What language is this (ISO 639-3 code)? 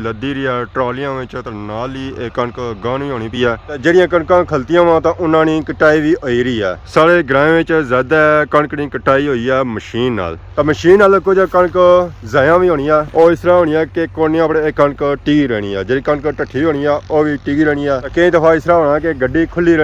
phr